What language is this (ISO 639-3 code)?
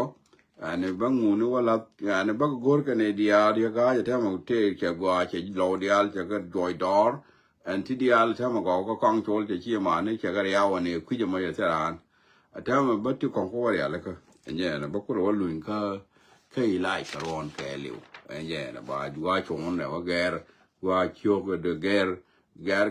nus